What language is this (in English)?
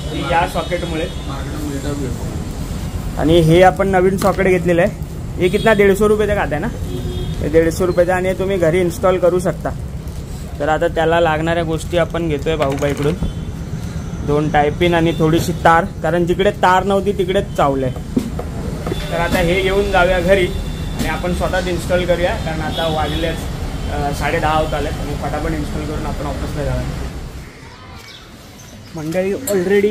Marathi